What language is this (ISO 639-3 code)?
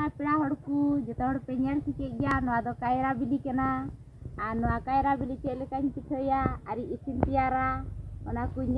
sat